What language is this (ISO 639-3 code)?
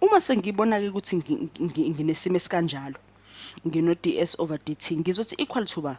zul